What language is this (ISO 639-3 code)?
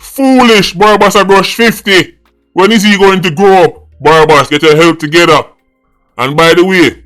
jam